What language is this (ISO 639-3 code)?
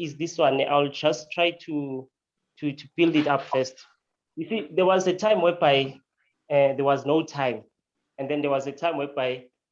sot